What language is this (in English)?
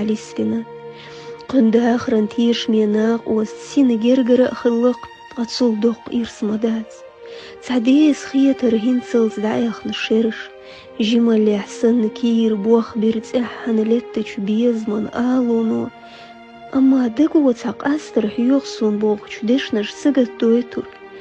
Chechen